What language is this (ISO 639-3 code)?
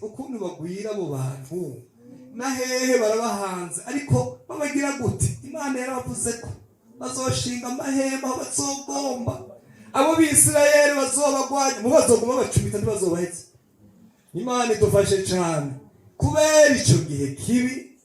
run